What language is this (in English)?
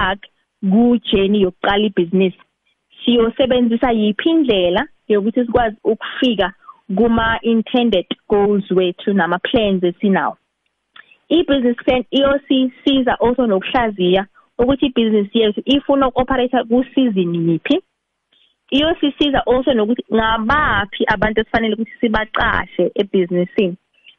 South Ndebele